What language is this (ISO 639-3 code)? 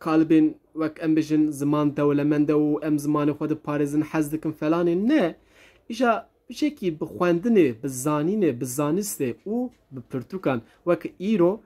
kur